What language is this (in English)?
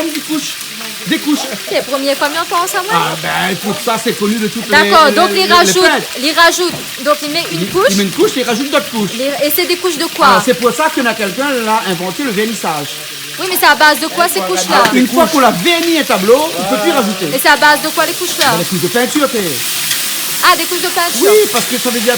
Réunion Creole French